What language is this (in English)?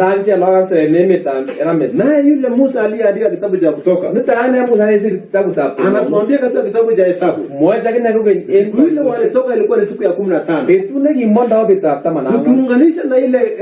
Kalenjin